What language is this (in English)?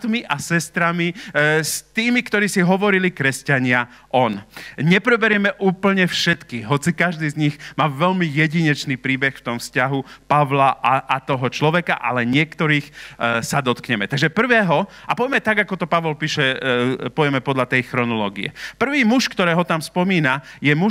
Slovak